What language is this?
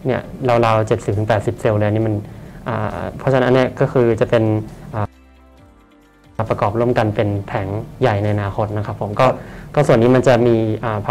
Thai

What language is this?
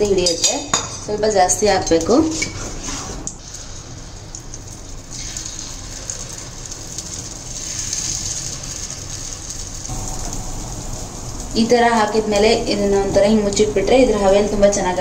Kannada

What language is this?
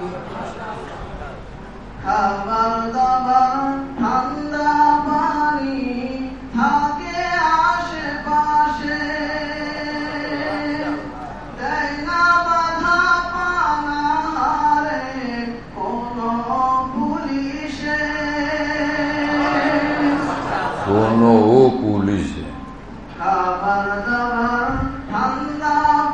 Bangla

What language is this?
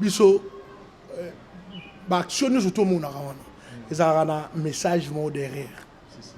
Lingala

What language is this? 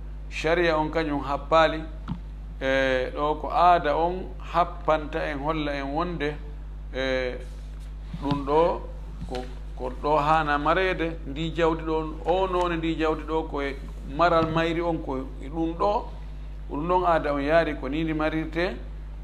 Fula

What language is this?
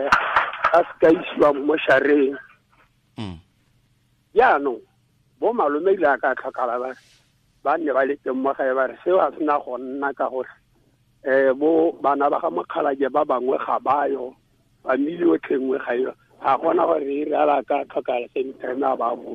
Tswana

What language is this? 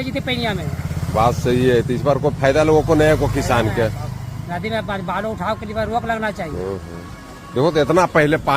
Magahi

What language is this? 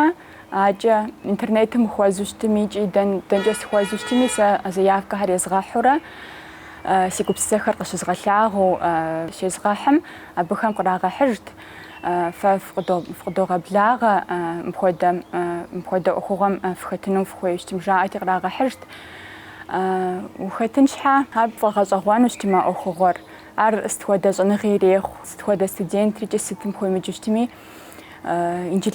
Kabardian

